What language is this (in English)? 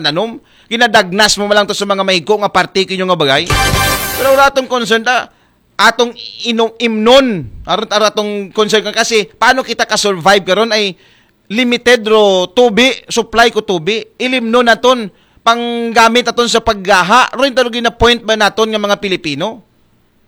Aklanon